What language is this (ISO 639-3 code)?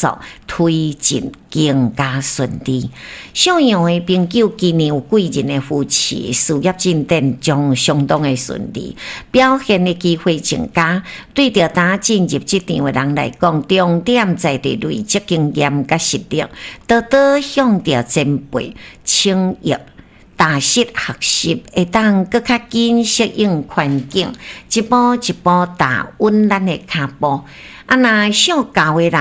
nan